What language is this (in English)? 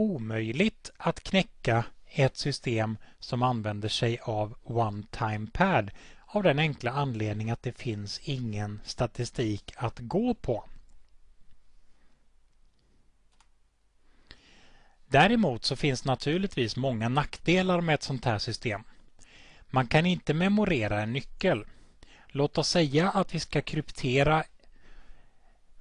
Swedish